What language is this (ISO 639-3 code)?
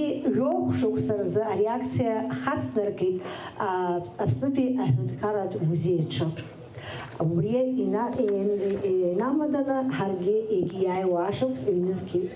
abk